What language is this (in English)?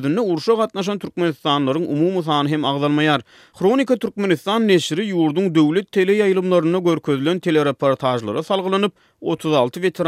Turkmen